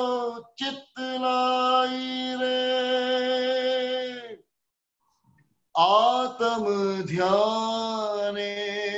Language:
Gujarati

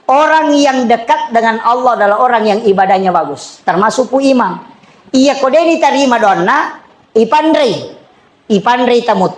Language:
Buginese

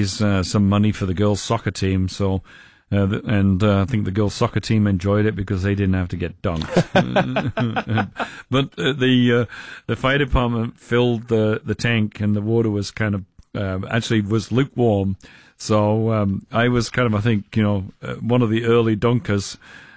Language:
English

